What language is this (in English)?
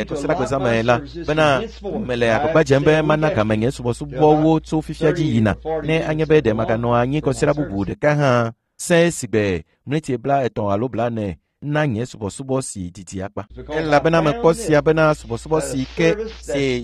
Ewe